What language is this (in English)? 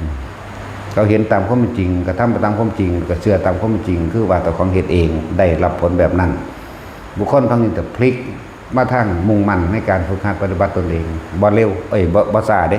Northeastern Thai